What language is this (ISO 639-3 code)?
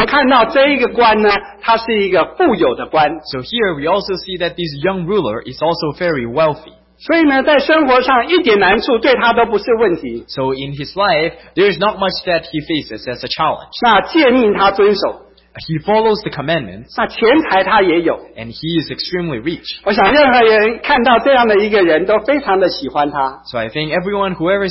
zho